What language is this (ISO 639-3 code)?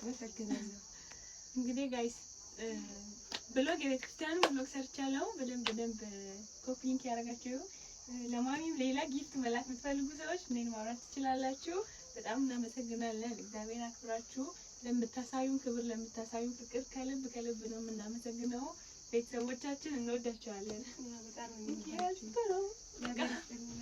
amh